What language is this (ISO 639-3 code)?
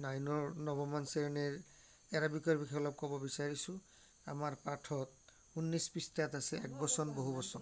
asm